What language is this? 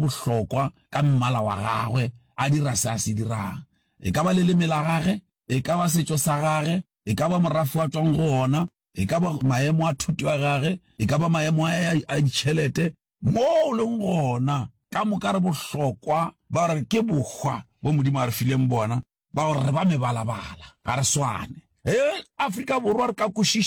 Northern Sotho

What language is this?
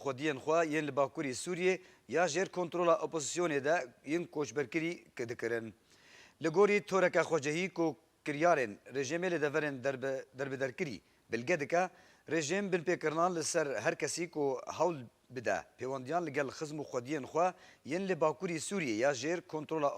Kurdish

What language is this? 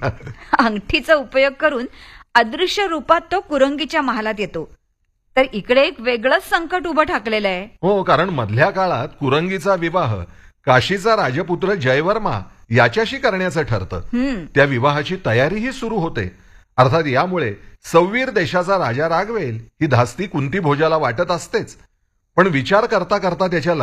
Marathi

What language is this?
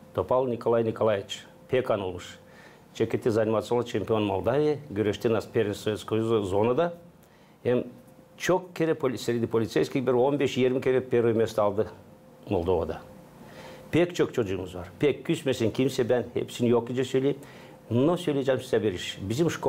Gagauz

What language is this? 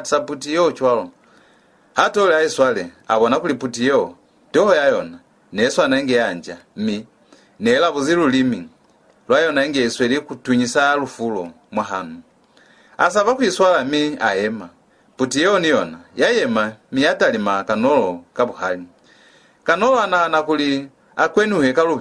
Lozi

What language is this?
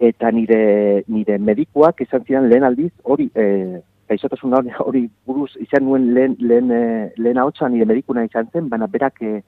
Basque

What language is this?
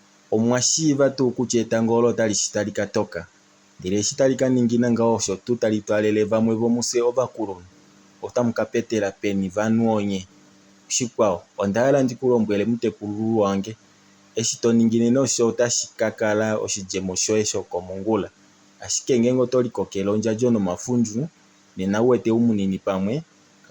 Kuanyama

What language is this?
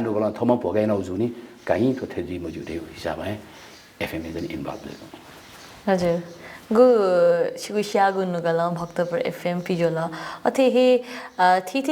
Newari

